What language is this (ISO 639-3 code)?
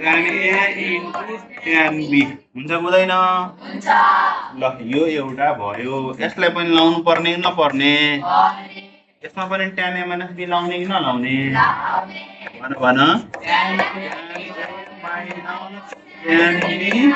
nep